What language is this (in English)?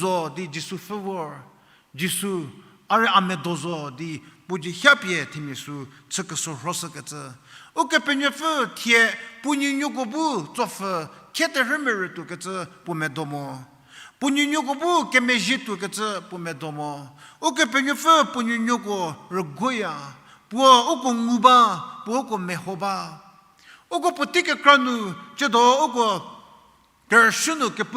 Angami Naga